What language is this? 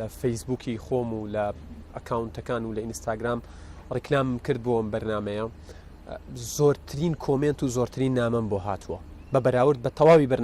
Central Kurdish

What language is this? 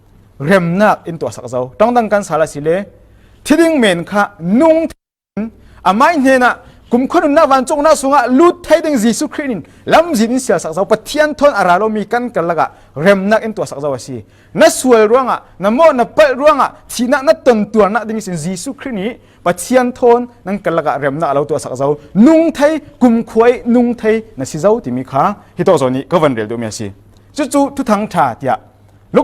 Falam Chin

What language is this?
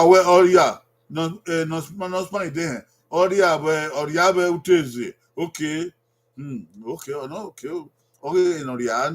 Bini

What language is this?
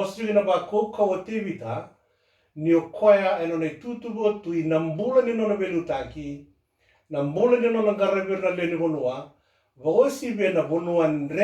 Fijian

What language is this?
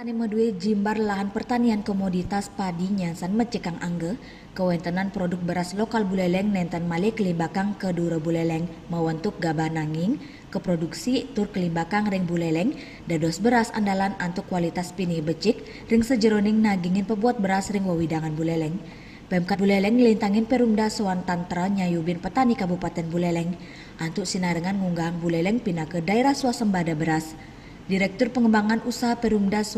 Balinese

